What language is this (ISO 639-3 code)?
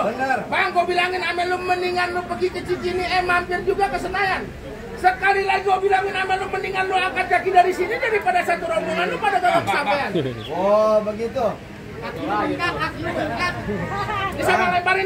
bew